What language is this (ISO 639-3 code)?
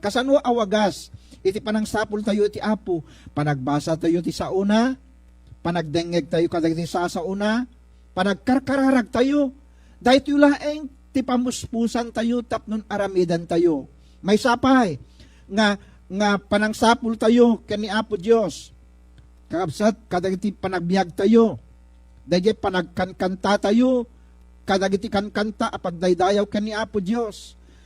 ilo